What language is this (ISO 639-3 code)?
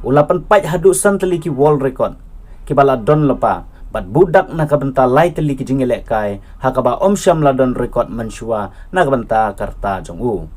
kha